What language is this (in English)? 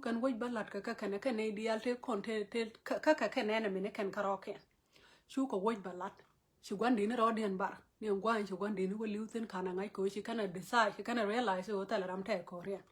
Nuer